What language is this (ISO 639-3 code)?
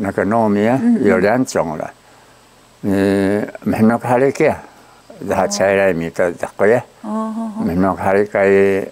trv